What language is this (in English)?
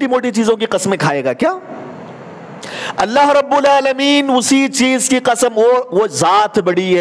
Urdu